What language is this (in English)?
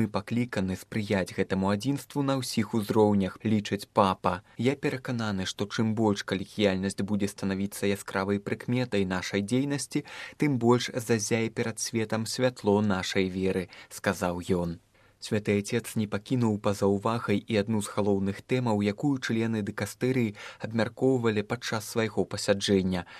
Belarusian